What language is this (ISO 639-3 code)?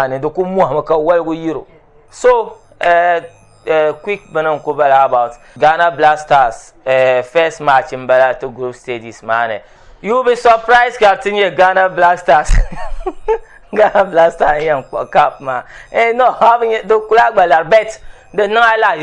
dag